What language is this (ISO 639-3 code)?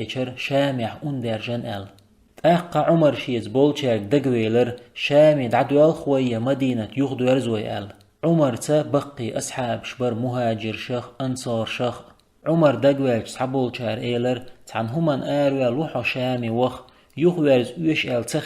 che